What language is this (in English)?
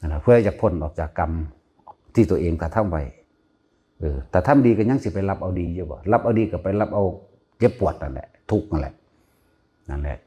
Northeastern Thai